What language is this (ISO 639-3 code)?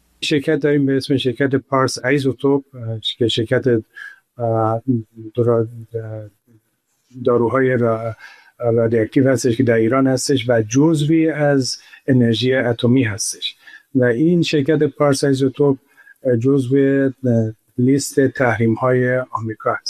fas